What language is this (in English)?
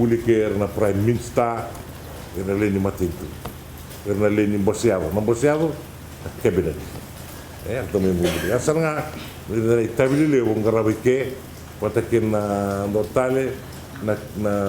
Fijian